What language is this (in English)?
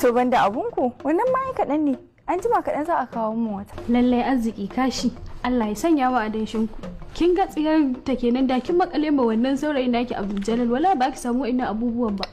Hausa